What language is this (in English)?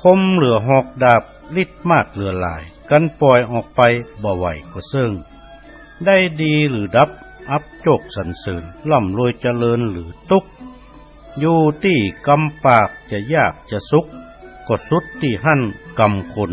Northern Thai